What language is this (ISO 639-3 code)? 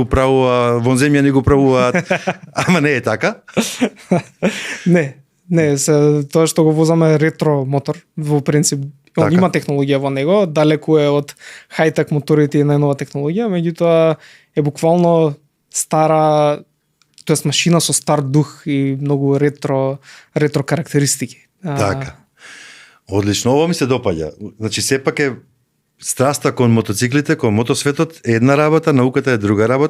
mkd